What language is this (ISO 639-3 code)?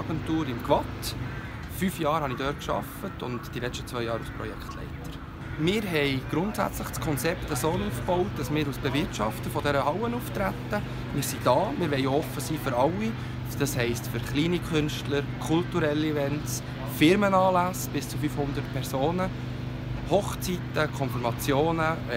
gsw